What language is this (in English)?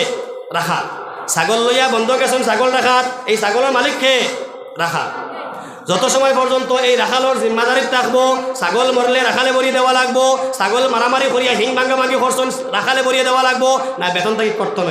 Sylheti